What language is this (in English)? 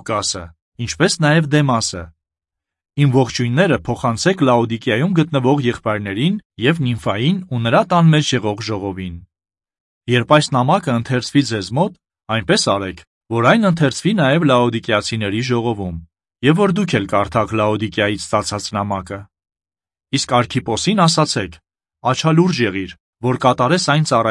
Armenian